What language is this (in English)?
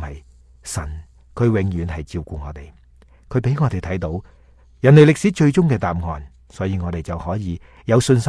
Cantonese